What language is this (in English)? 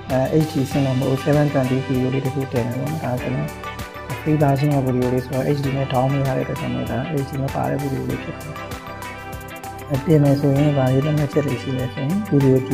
Burmese